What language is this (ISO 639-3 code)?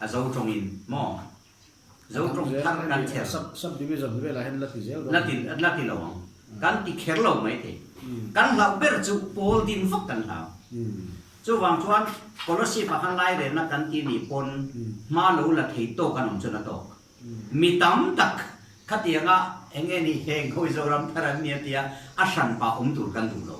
lus